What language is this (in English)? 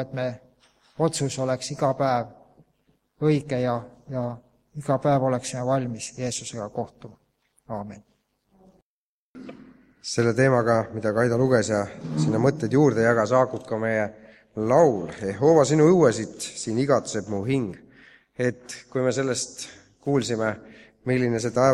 Estonian